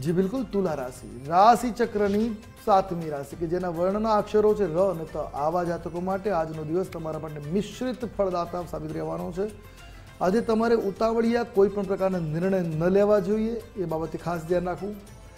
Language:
Gujarati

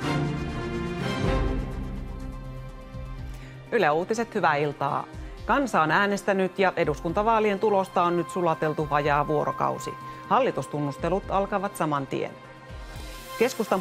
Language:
Finnish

